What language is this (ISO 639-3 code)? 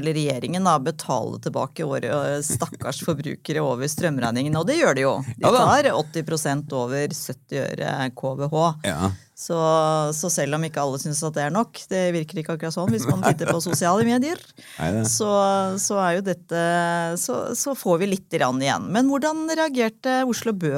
nor